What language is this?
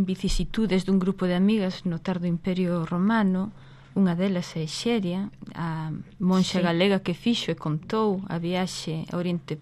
Galician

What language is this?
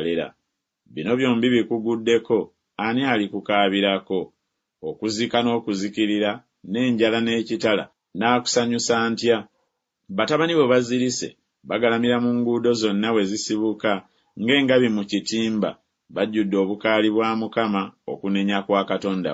Ganda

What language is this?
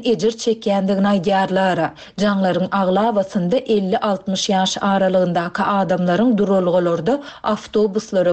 Turkmen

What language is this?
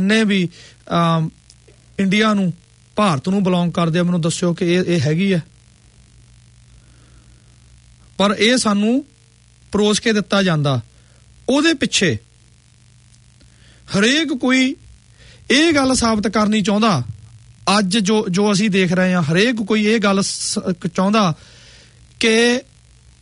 Punjabi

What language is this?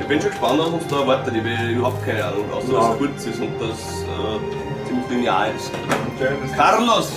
Bavarian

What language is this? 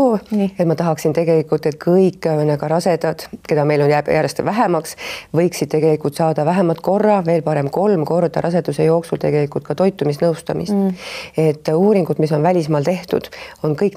Estonian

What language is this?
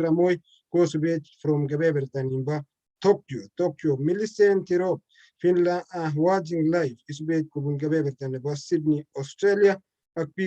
Kalenjin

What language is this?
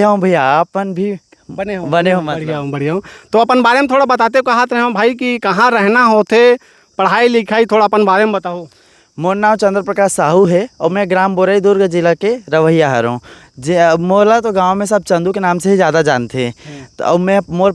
Chhattisgarhi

